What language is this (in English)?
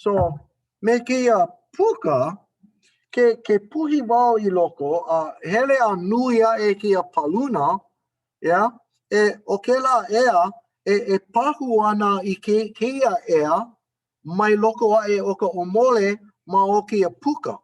Hawaiian